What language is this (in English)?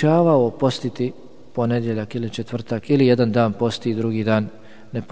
Bosnian